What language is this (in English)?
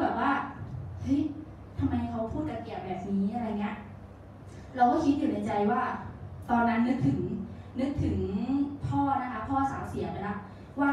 Thai